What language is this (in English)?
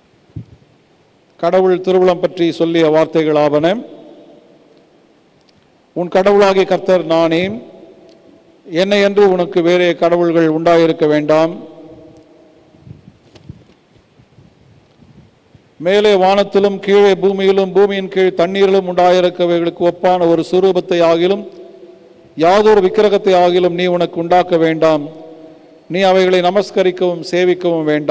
Tamil